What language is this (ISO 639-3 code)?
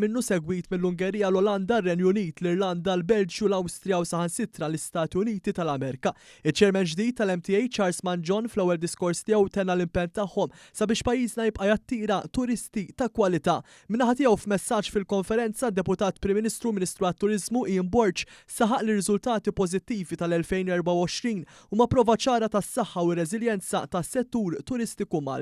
mlt